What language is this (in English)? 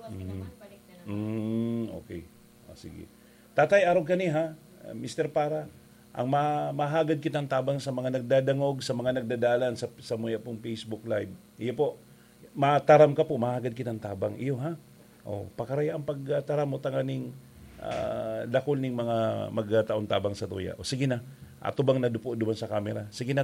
Bikol